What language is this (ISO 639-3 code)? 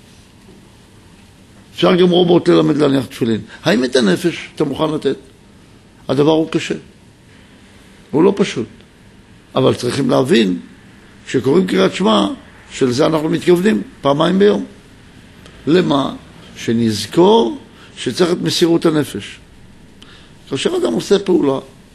heb